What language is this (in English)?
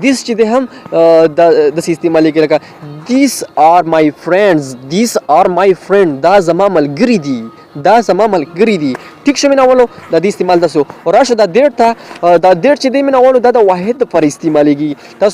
Pashto